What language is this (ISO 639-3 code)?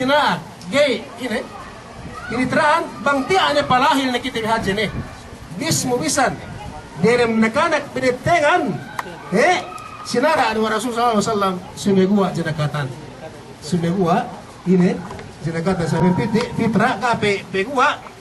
yka